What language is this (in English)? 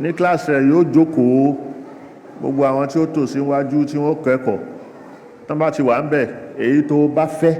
Yoruba